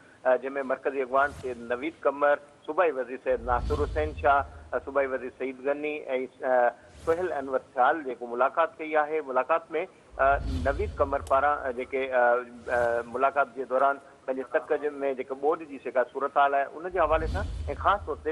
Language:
Sindhi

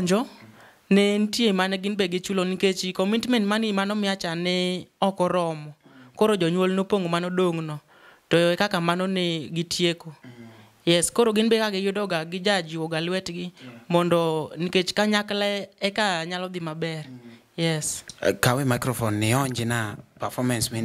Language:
Luo (Kenya and Tanzania)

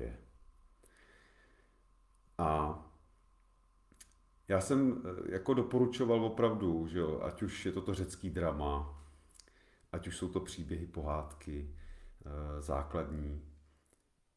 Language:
Czech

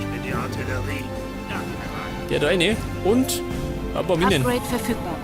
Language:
Bavarian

